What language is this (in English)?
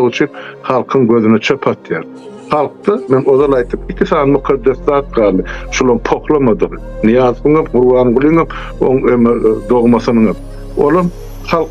Turkmen